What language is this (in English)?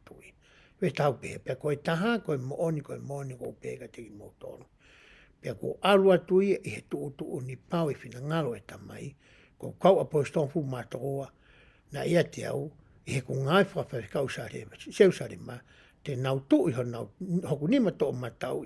Tongan